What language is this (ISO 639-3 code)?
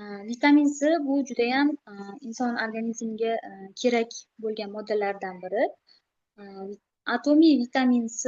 uzb